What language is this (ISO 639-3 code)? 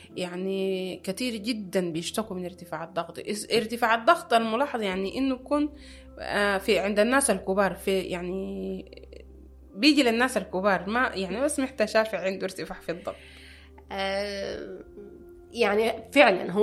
apd